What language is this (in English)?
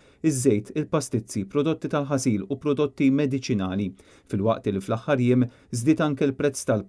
Maltese